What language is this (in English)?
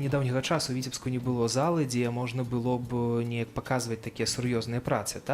Belarusian